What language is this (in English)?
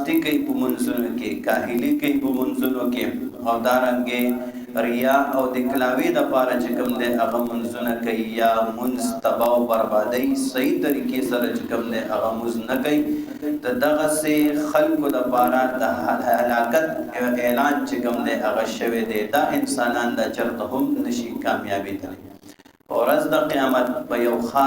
Pashto